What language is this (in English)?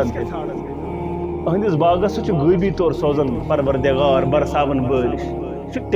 Kashmiri